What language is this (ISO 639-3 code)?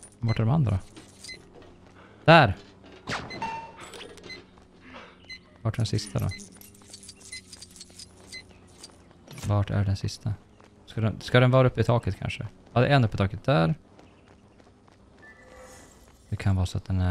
swe